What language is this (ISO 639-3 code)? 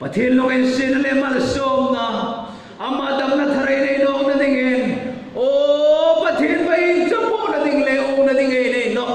hmr